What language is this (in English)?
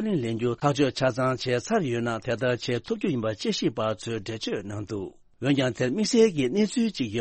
Tibetan